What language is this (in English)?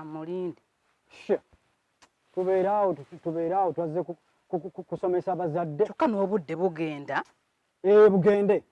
Ganda